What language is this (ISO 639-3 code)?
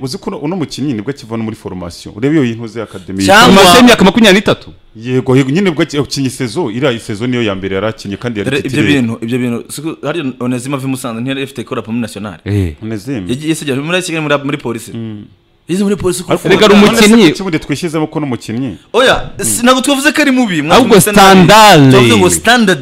kin